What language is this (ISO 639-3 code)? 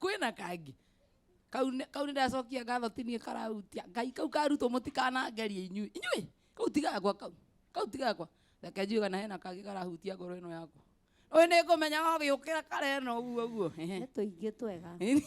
kik